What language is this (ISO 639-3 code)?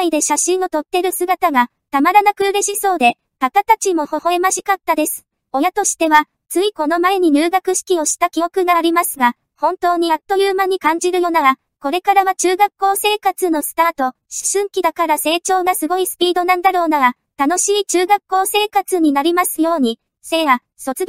jpn